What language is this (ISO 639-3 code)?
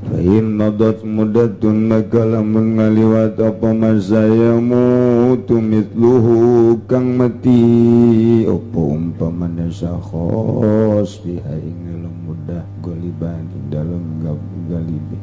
sun